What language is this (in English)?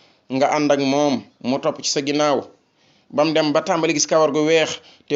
Wolof